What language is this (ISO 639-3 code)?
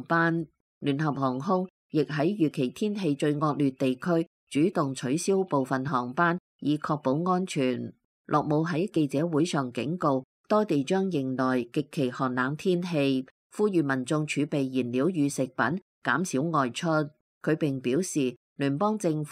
yue